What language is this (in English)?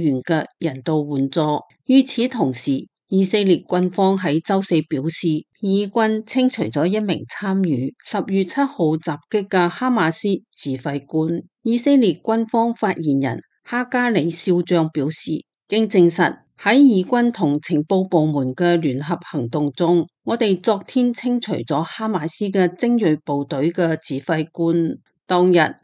Cantonese